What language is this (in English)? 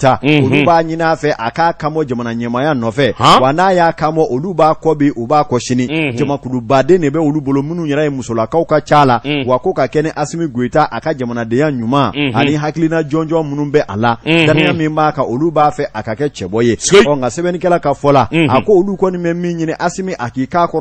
Bambara